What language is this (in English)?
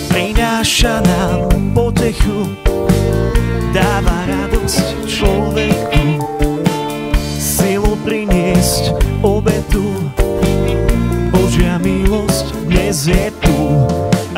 Slovak